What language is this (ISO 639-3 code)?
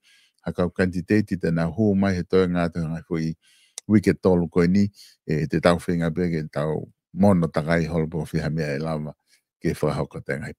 ton